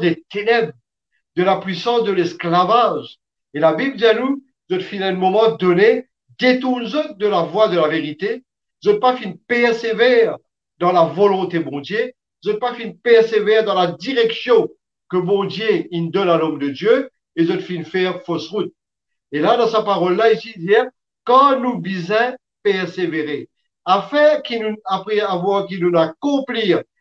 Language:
Morisyen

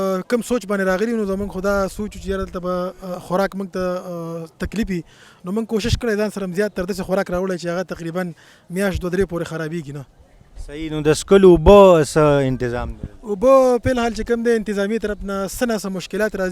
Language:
Pashto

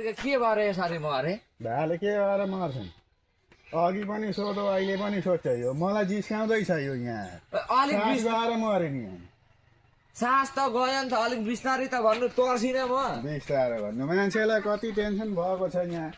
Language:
Nepali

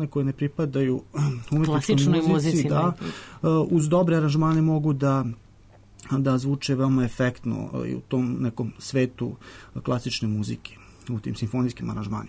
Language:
Serbian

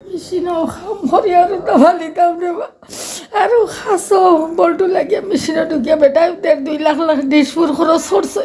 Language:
Sylheti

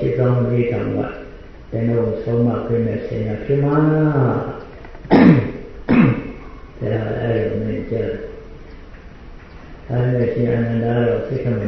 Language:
Burmese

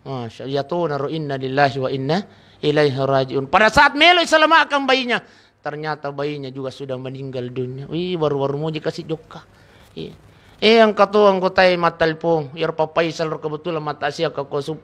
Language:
Buginese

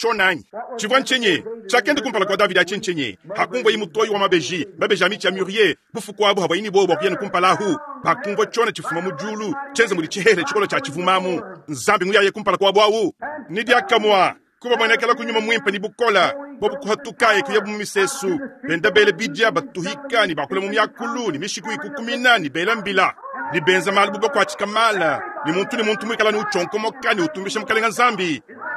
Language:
Luba-Lulua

